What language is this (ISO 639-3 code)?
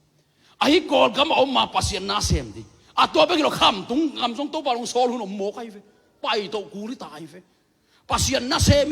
ctd